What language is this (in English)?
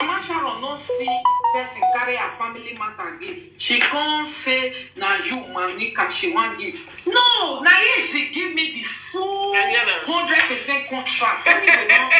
Nigerian Pidgin